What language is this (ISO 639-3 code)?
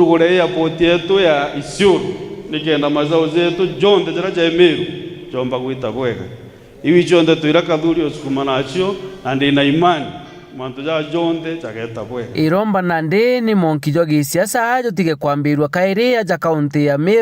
mer